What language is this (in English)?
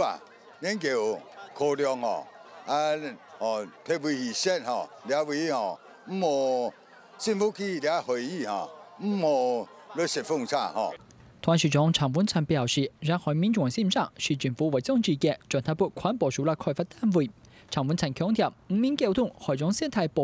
Hakka Chinese